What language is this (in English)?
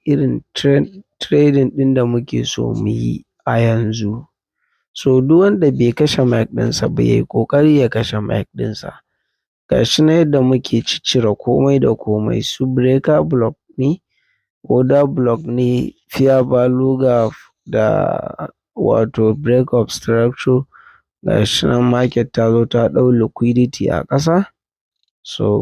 Hausa